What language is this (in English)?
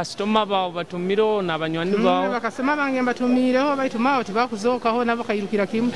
Nyoro